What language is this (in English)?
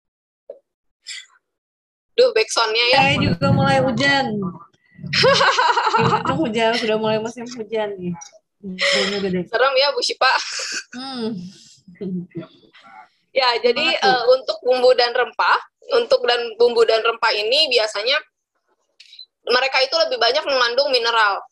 Indonesian